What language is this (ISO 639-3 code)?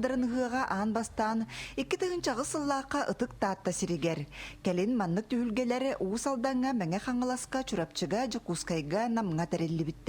sah